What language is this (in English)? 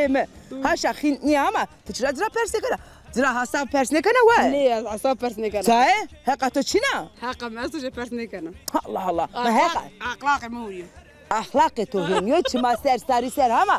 Zaza